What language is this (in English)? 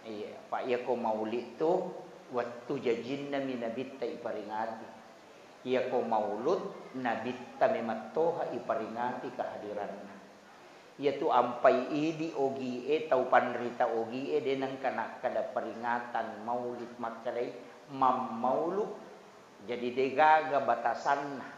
Buginese